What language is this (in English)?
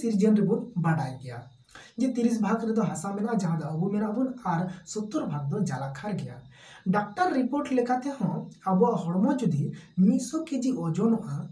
Santali